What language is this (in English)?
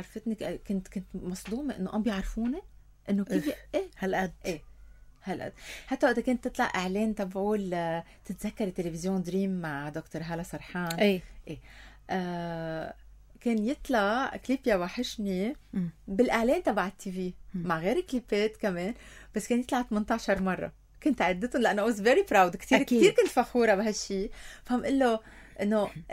North Levantine Arabic